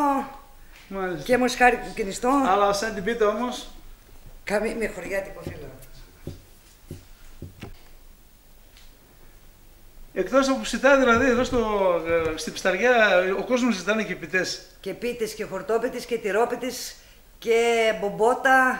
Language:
Greek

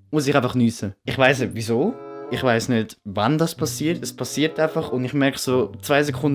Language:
Swiss German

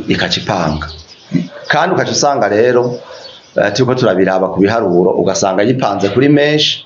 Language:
Rundi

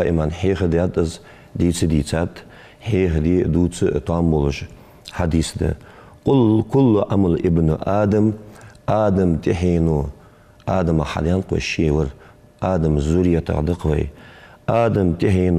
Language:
Ingush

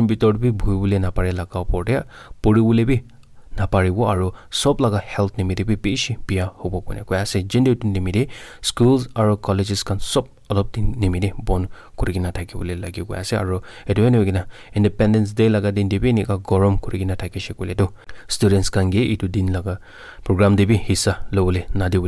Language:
Naga Pidgin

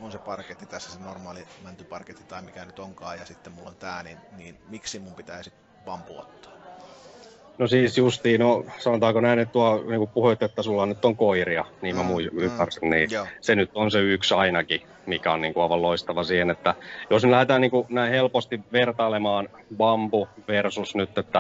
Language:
Finnish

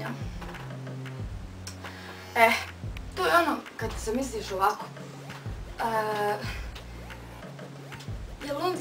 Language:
Bosnian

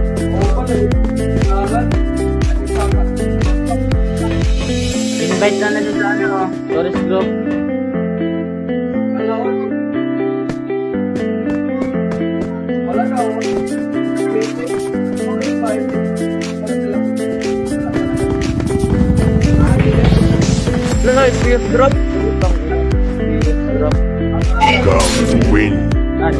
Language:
Filipino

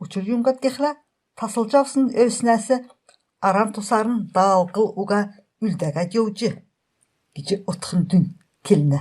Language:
Kalmyk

